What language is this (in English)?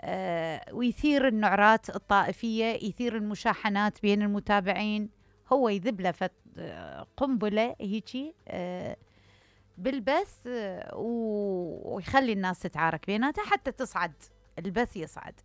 Mesopotamian Arabic